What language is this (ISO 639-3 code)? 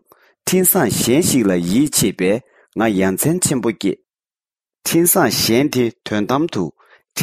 bod